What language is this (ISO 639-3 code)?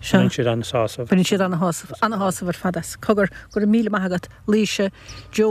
gle